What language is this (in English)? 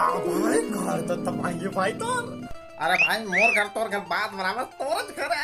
Chhattisgarhi